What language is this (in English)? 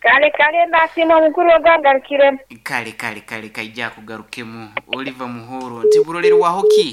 Nyoro